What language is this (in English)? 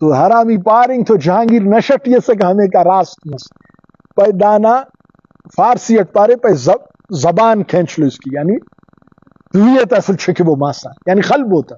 Brahui